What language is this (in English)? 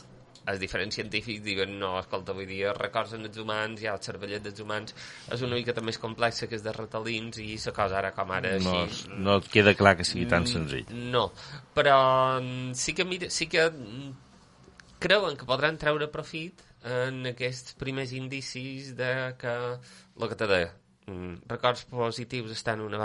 Catalan